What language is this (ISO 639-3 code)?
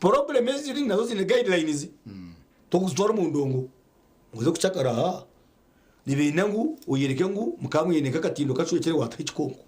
nyn